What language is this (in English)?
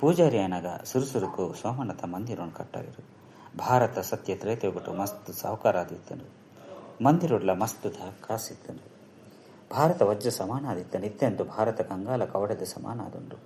Tulu